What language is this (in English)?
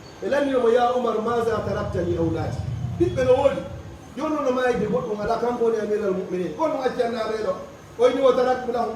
Fula